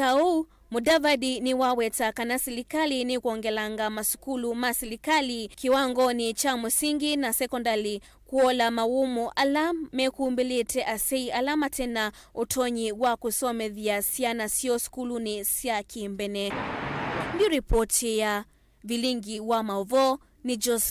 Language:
Kamba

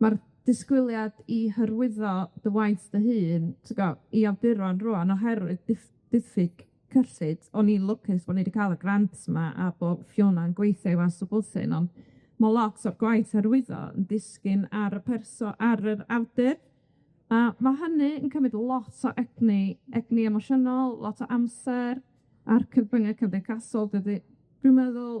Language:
Welsh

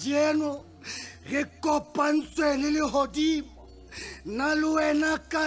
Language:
Southern Sotho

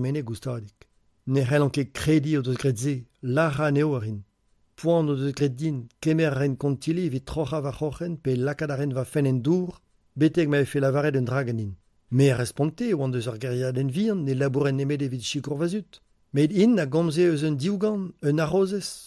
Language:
Breton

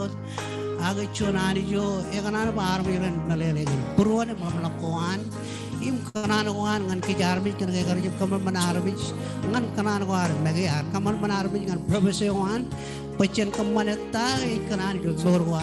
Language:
Marshallese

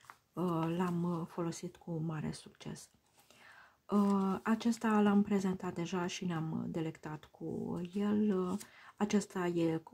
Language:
Romanian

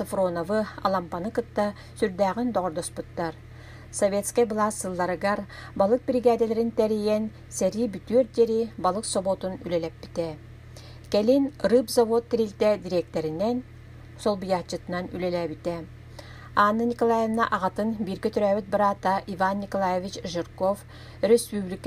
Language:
Yakut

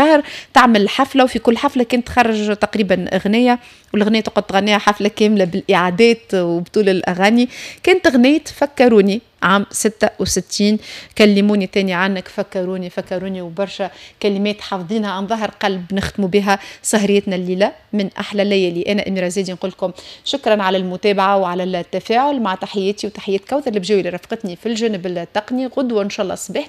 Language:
Tunisian Arabic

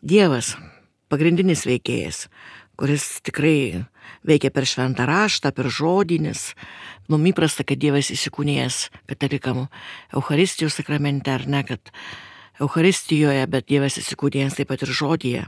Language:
Lithuanian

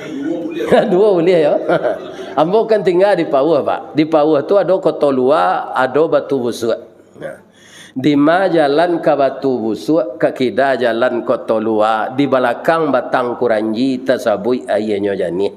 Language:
Minangkabau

